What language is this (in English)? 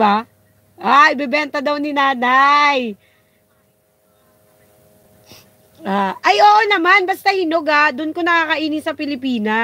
Filipino